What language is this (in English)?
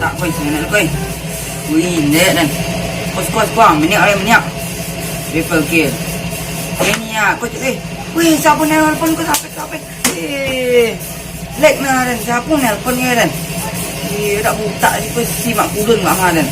Minangkabau